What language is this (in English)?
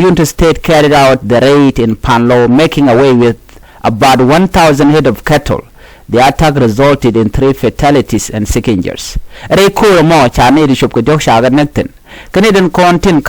Nuer